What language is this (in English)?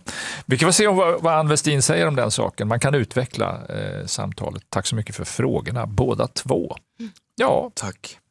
Swedish